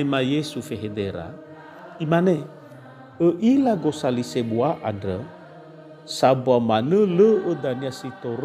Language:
Nias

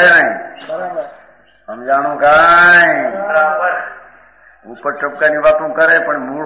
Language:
Gujarati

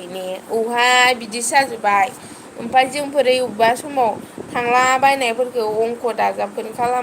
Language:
Bodo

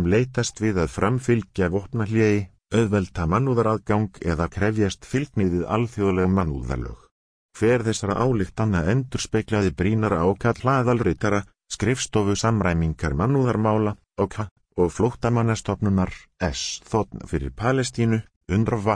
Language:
Icelandic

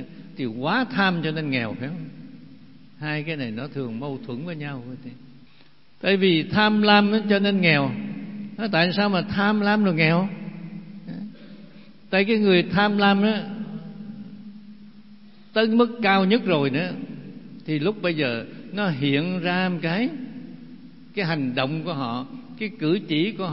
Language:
Vietnamese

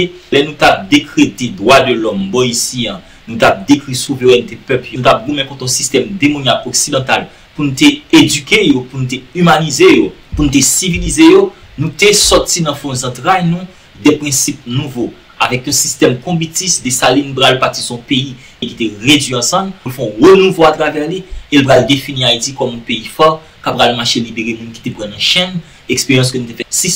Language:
Haitian Creole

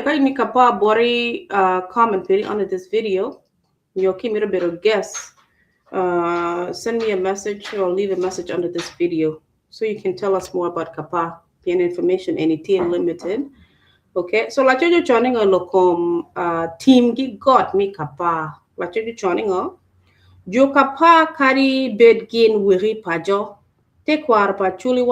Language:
Acoli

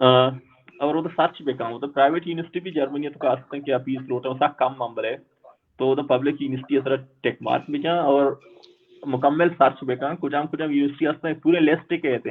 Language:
Baluchi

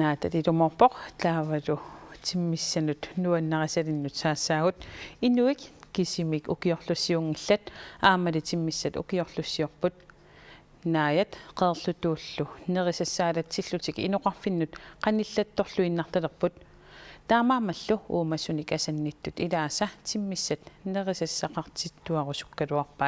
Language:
Kalaallisut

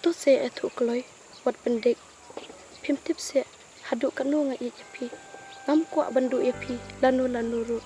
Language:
Khasi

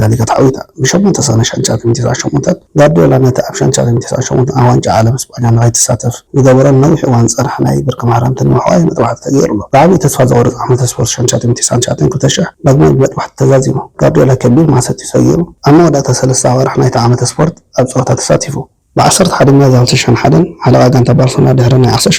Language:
Tigrinya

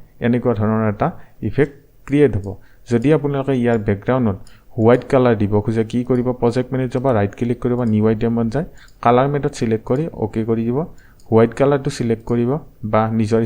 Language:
Assamese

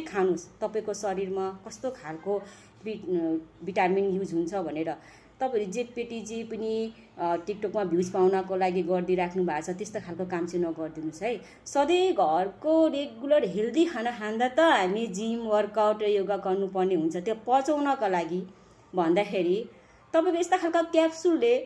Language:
Nepali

